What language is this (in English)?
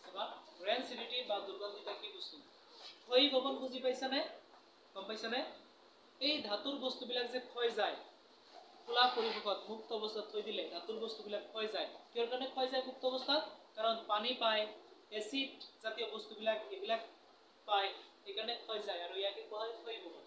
Assamese